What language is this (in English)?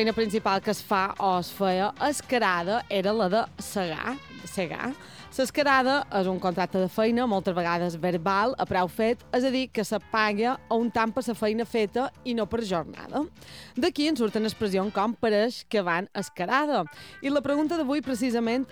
Catalan